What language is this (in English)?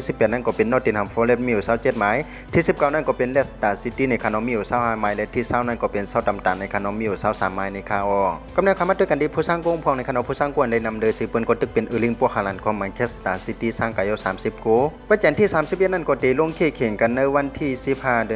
Shan